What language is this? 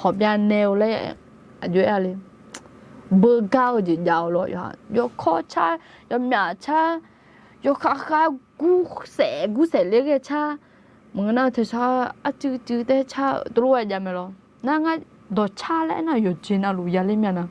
Akha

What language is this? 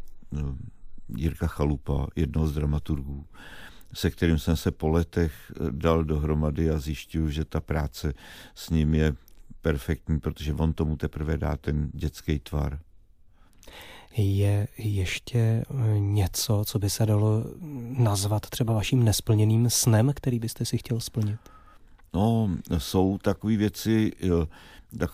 Czech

